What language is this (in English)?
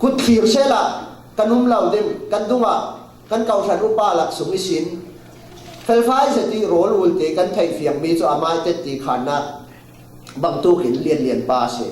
Falam Chin